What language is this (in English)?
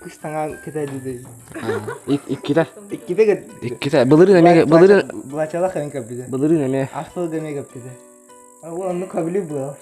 Yakut